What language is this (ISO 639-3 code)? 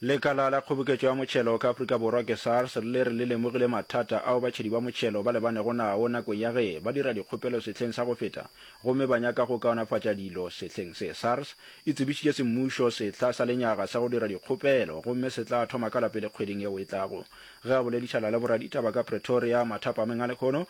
nso